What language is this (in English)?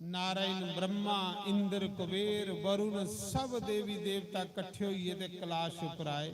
Dogri